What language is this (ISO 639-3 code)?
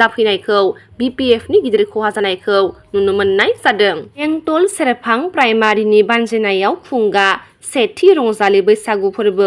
brx